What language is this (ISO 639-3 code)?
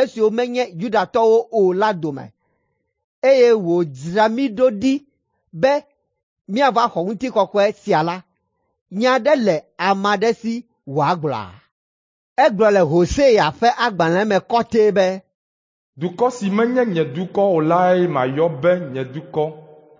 ewe